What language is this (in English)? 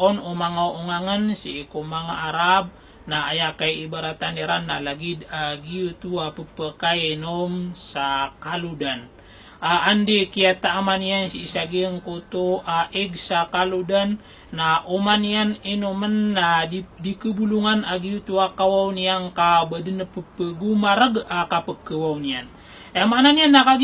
Maranao